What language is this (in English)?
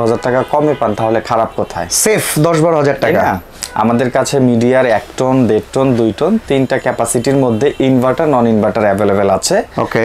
Bangla